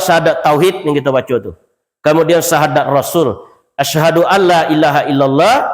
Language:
Minangkabau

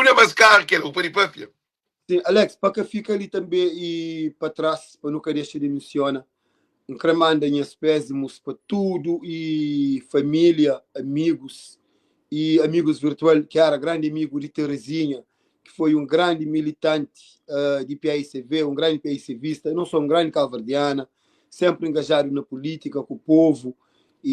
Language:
Kabuverdianu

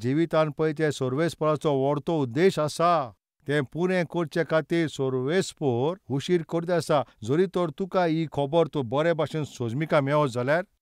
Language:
Konkani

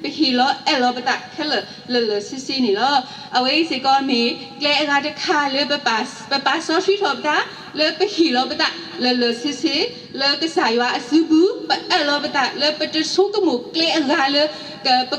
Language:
S'gaw Karen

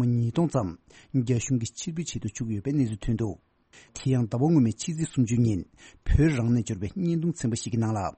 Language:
Tibetan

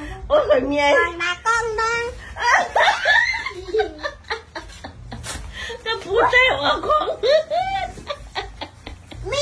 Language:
Thai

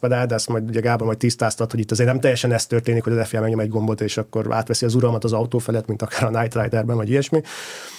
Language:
Hungarian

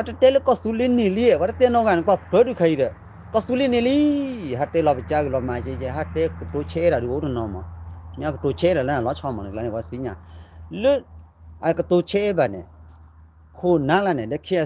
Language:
S'gaw Karen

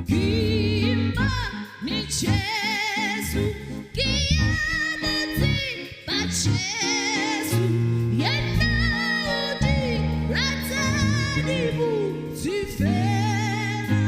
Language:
Southern Sotho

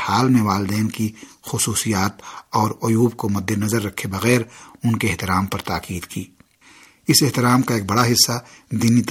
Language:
Urdu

